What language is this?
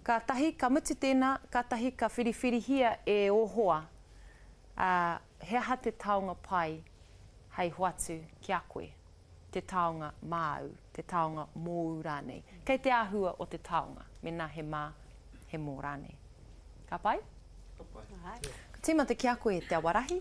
Māori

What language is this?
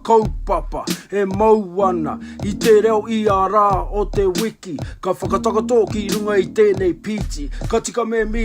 Māori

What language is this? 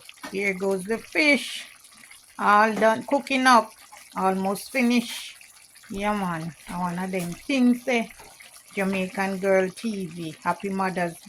Jamaican Creole English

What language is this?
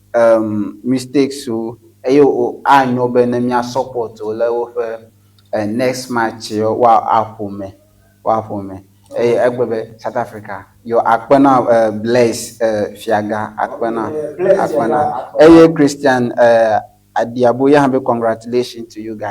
Ewe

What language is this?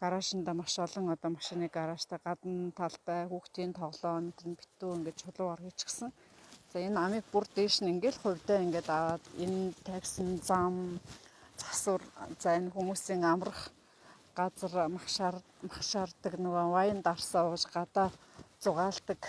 Mongolian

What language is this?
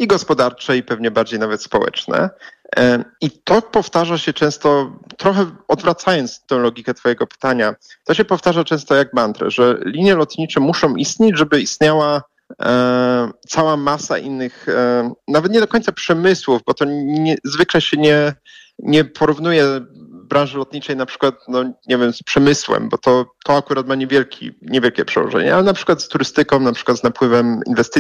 Polish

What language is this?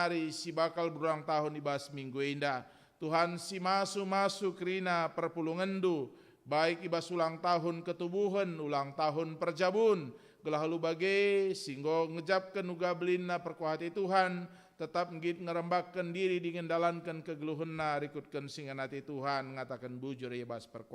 Batak Karo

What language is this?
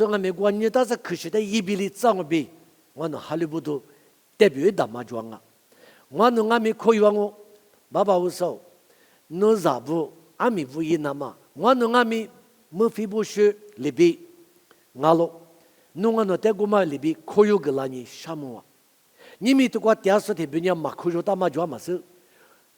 Lisu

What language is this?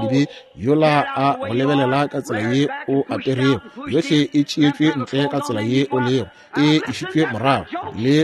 Northern Sotho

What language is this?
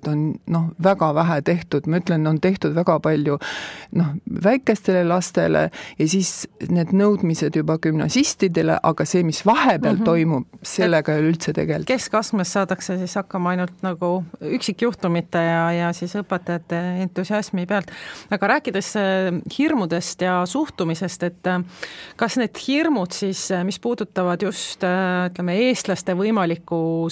Estonian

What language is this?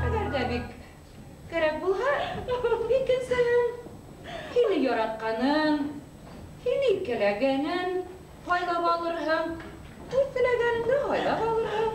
Bashkir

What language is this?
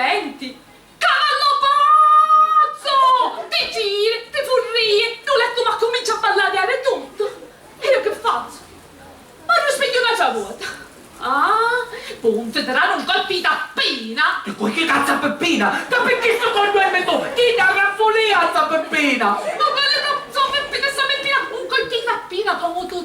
Sicilian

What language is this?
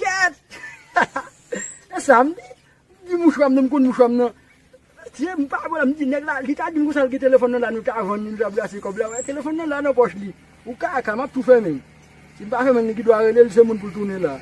Haitian Creole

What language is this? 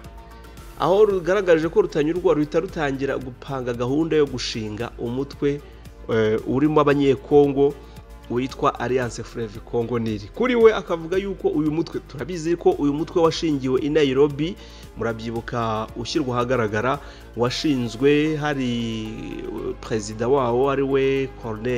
Kinyarwanda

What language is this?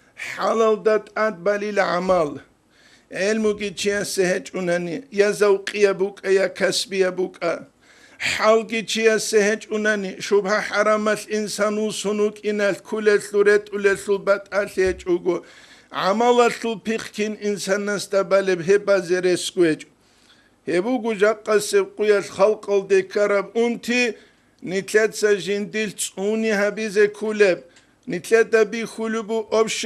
Avaric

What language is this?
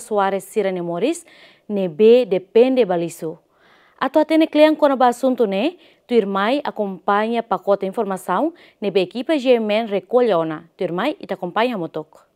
Tetum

